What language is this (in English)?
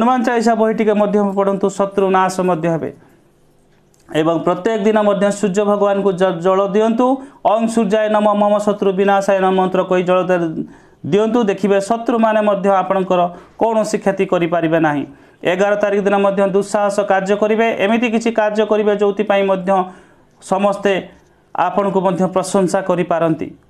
Odia